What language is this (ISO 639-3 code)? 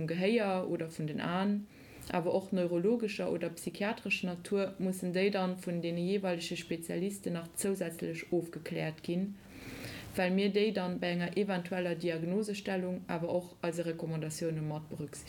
ltz